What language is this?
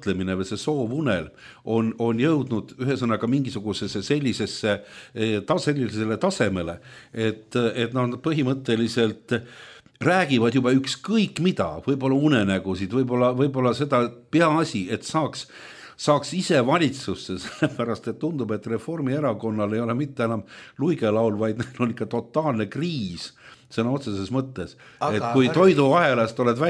Estonian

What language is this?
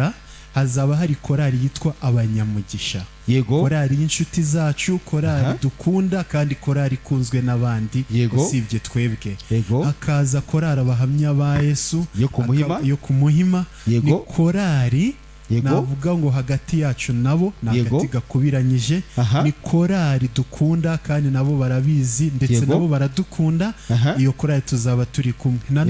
Kinyarwanda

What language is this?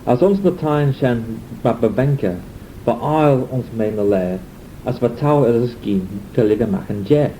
Manx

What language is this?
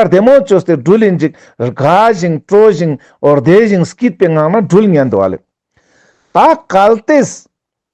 Ladakhi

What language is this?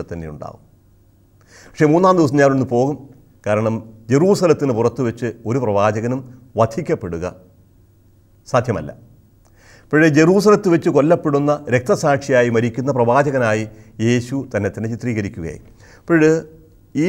Malayalam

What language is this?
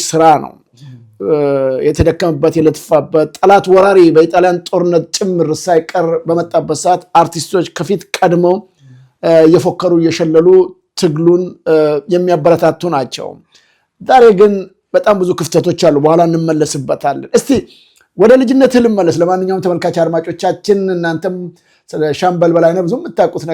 Amharic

